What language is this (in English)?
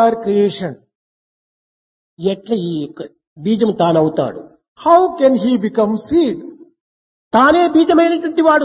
Telugu